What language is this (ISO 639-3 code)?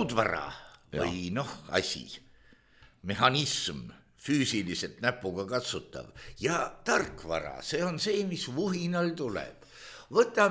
est